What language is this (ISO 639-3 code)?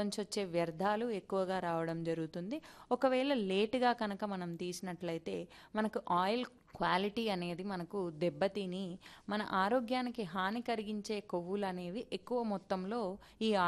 tel